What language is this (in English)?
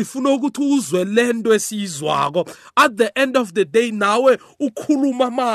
South Ndebele